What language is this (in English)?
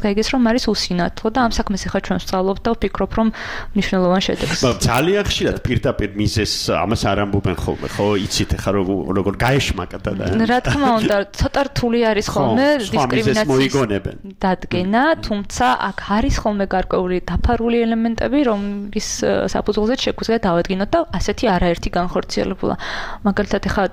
Georgian